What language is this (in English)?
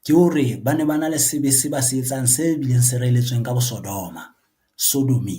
Southern Sotho